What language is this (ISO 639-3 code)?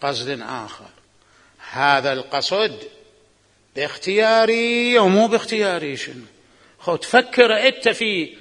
acm